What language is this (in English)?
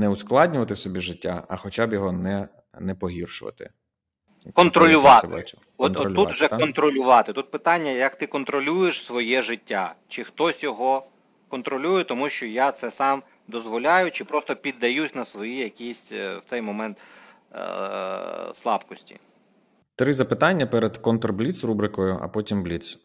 Ukrainian